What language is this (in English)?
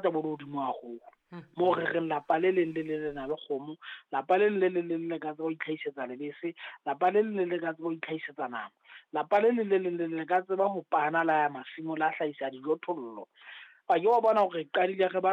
Southern Sotho